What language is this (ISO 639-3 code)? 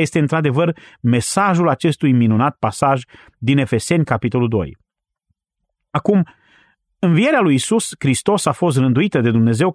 ron